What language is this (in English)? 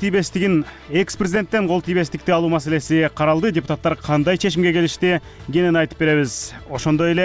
Kyrgyz